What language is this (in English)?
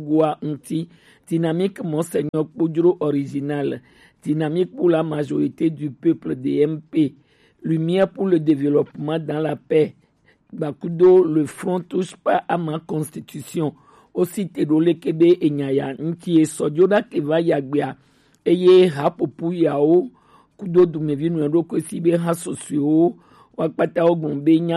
Gen